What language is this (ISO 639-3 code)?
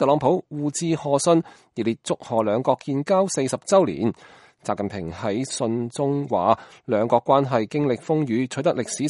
yue